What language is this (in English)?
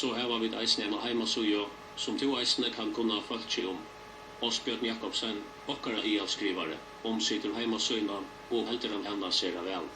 Faroese